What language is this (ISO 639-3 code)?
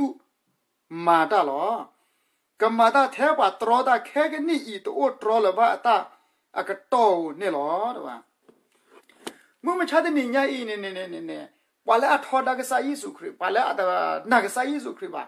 ksw